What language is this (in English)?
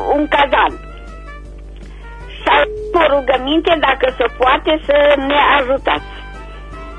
Romanian